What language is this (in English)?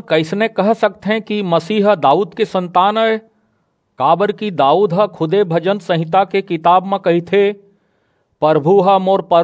Chhattisgarhi